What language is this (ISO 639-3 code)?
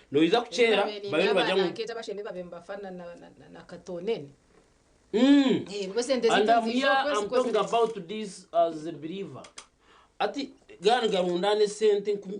nyn